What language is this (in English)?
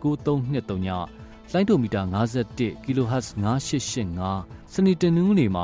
Burmese